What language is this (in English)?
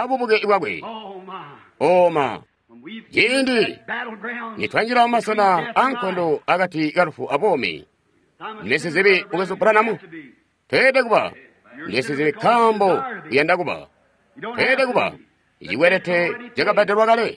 Tonga (Zambia)